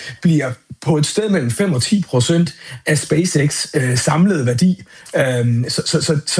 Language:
Danish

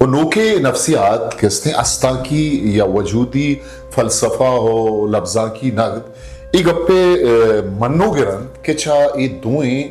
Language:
Eastern Balochi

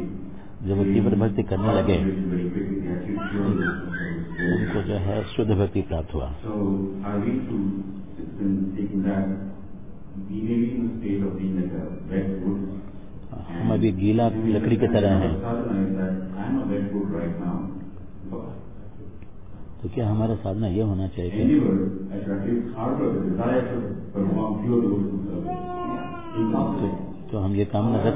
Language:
Hindi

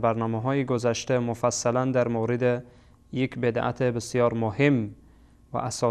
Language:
Persian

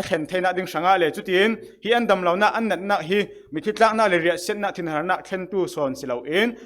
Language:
Falam Chin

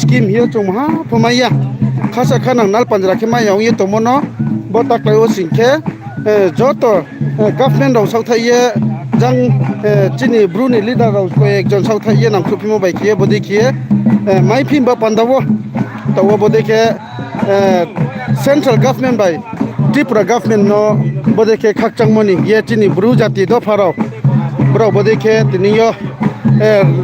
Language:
Riang (India)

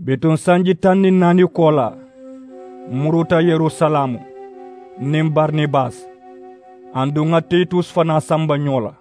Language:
Mandingo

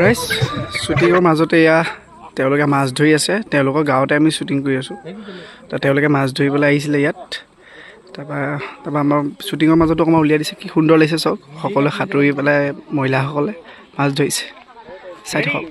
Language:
Assamese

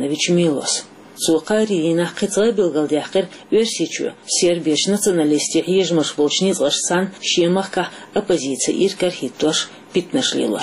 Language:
Chechen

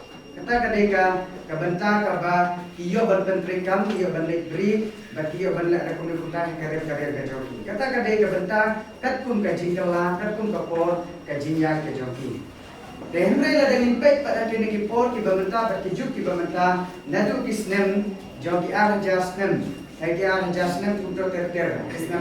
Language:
Khasi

